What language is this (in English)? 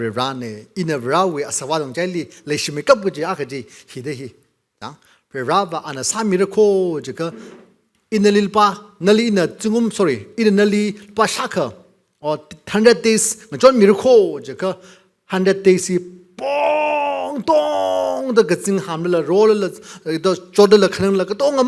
Tangkhul Naga (India)